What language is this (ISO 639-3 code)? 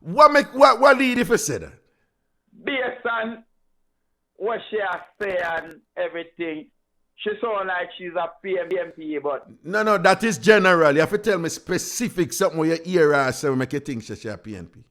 jam